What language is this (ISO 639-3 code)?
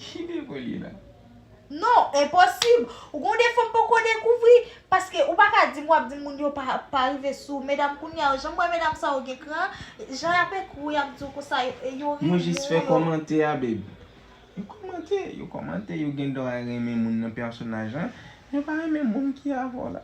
hat